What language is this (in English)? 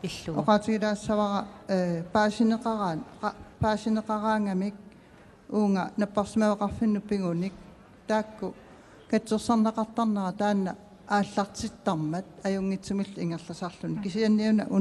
Kalaallisut